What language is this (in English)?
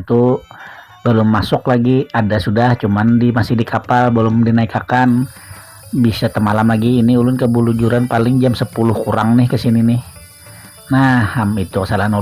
Banjar